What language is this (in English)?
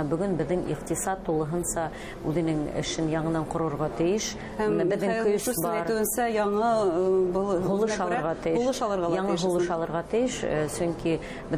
Bashkir